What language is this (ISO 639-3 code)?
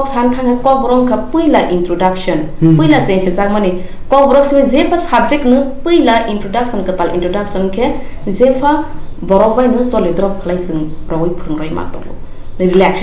trp